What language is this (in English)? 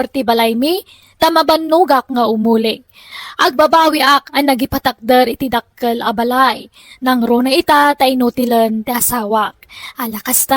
Iloko